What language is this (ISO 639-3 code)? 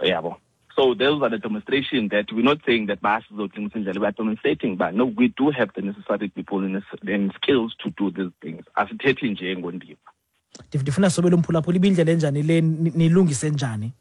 xho